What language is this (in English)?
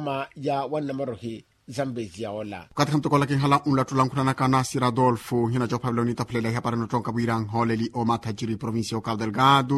Makhuwa